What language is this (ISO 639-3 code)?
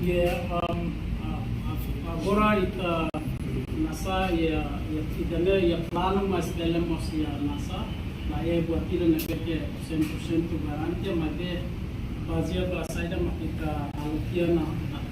tet